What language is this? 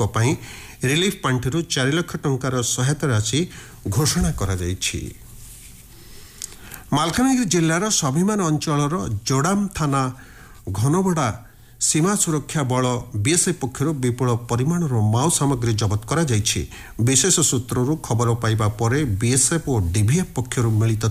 Odia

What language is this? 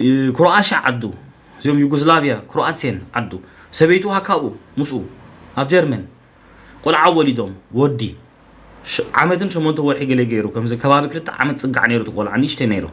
Tigrinya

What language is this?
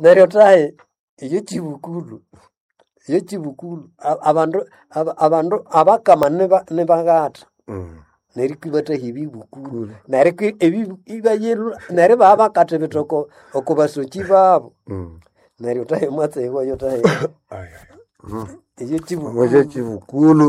Nande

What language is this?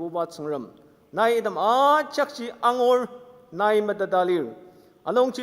Ao Naga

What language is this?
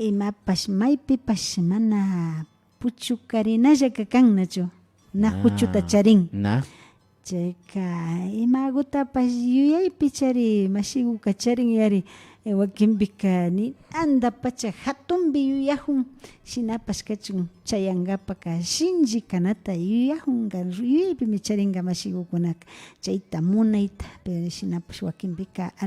Imbabura Highland Quichua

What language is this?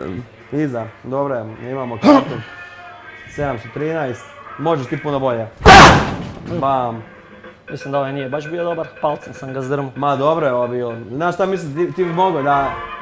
Croatian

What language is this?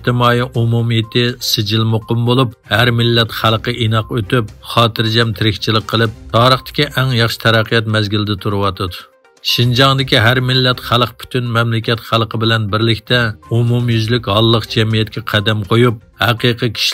Uyghur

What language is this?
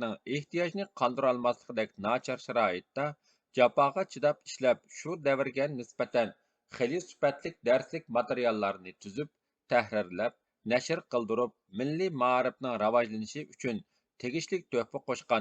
Uyghur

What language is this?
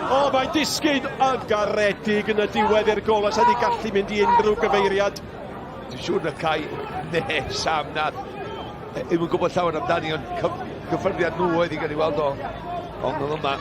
Welsh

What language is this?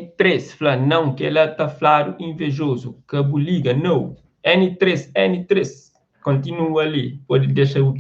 Kabuverdianu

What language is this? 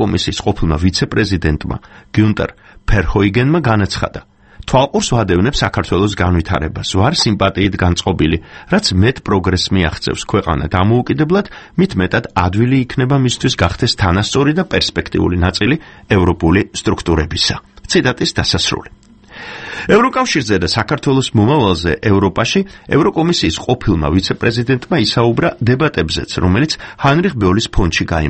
Georgian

